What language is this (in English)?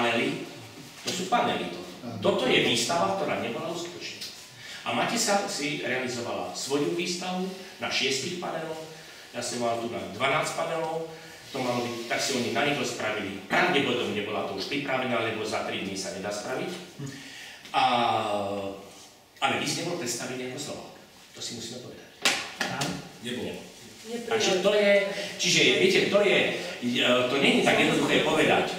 Slovak